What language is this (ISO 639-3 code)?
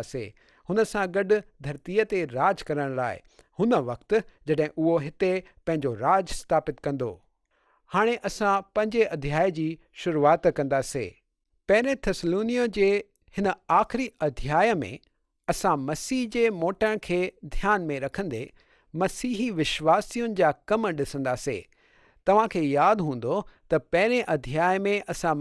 snd